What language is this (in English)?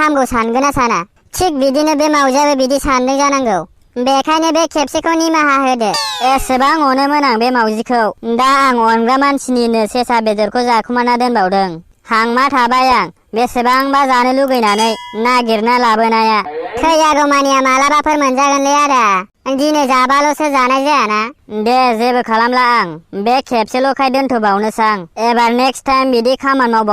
Bodo